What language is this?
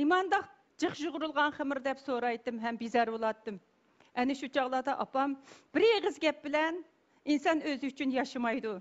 Uyghur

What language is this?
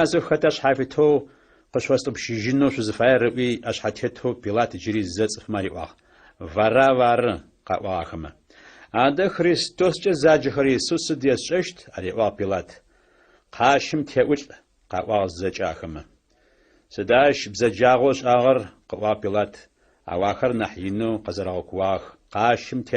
Adyghe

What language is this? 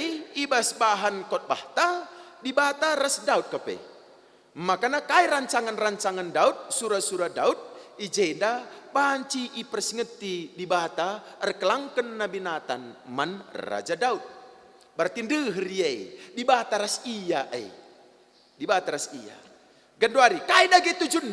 Batak Karo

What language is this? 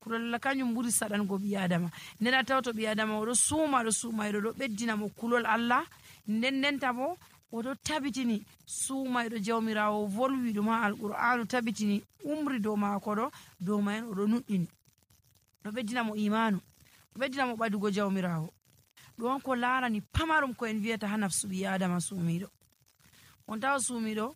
Nigerian Fulfulde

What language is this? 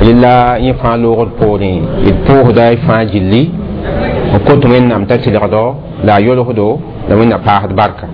Mossi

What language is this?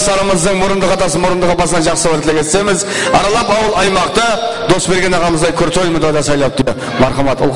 Kara-Kalpak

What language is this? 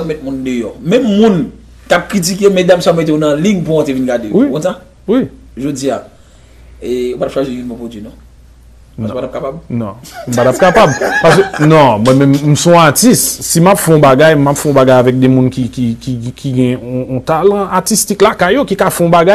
Haitian Creole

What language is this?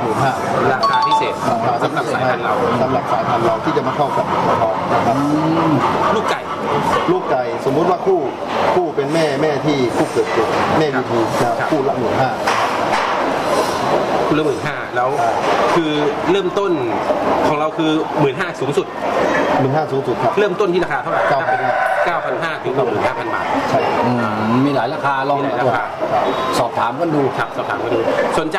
Thai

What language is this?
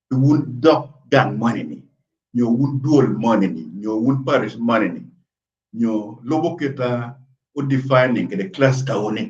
Acoli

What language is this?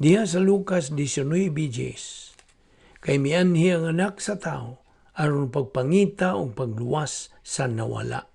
Cebuano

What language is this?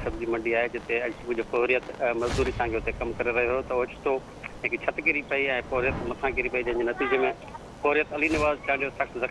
Sindhi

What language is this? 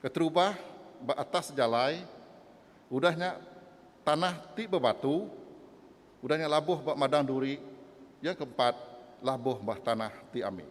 Iban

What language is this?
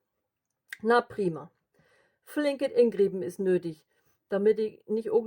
Low German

